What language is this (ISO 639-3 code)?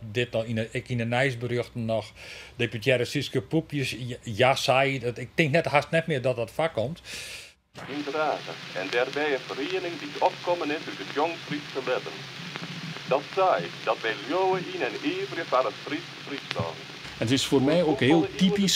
fry